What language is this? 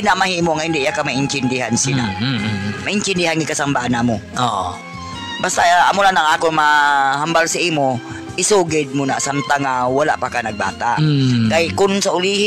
Hiligaynon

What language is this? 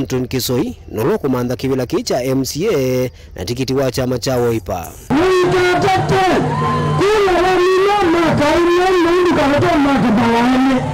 Kamba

